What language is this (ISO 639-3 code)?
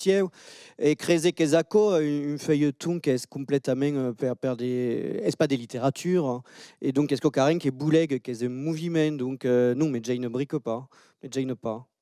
oci